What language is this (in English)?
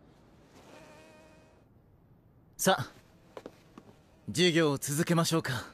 Japanese